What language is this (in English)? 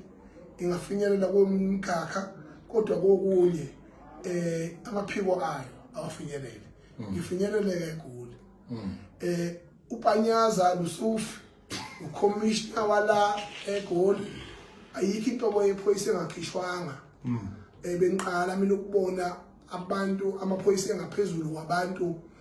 Zulu